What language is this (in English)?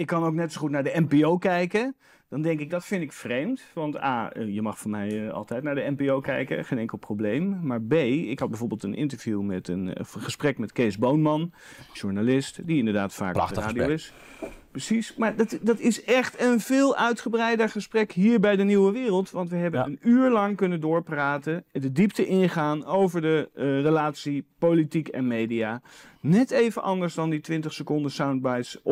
Dutch